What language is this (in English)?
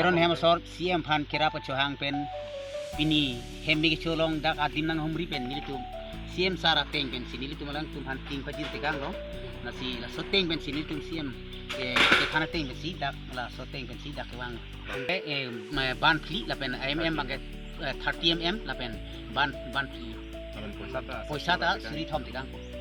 Karbi